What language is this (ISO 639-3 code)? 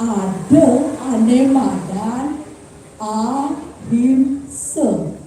ban